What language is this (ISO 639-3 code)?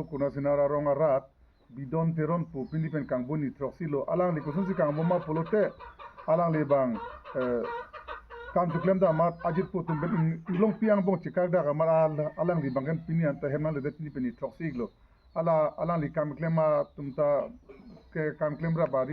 mjw